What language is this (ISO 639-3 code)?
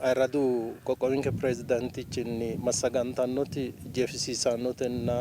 sid